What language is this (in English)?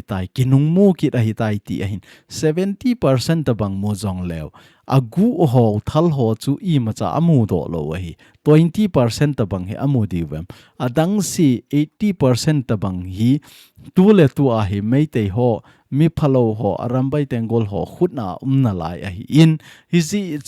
Thado Chin